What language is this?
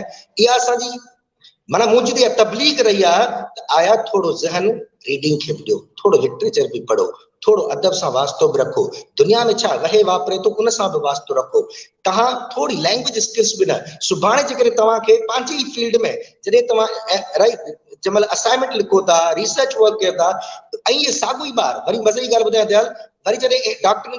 Sindhi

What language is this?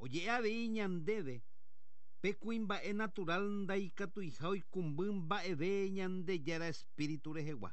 Guarani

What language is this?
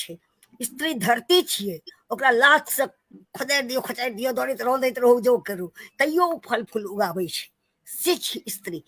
Maithili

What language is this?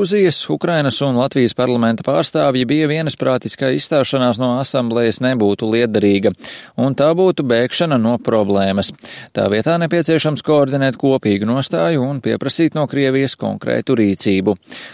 Latvian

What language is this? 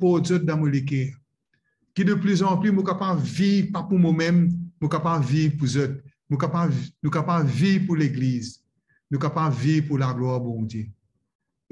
Morisyen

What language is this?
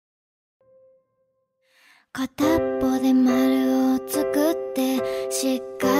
Japanese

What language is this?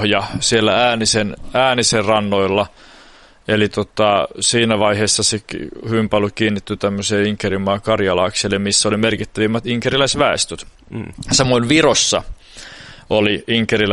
Finnish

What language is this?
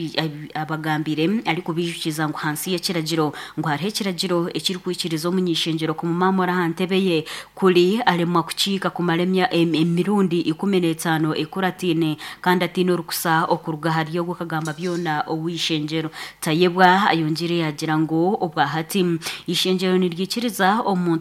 Nyankole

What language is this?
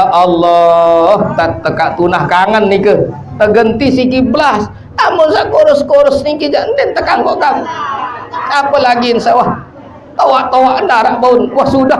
Sasak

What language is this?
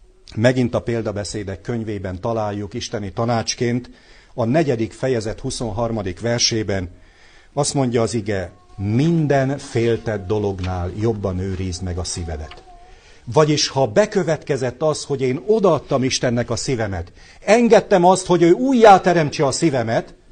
Hungarian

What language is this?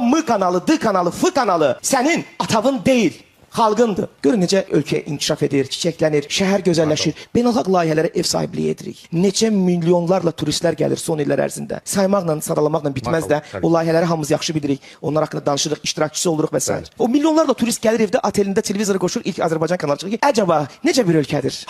Azerbaijani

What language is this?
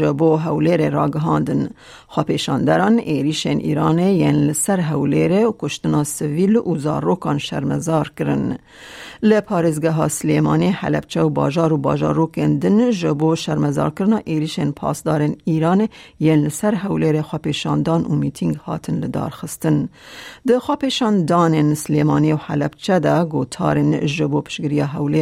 Kurdish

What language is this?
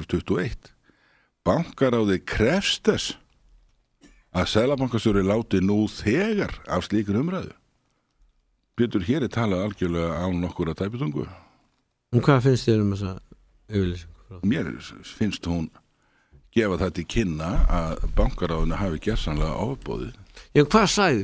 Icelandic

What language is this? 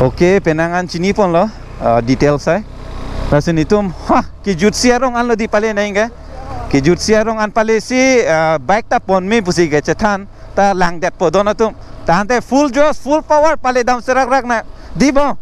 Karbi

